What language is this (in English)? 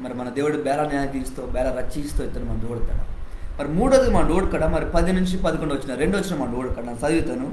Koya